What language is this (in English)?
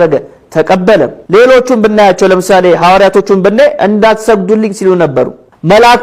Amharic